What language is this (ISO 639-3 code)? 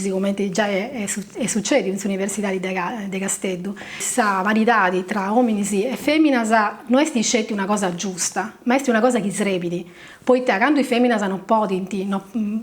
srd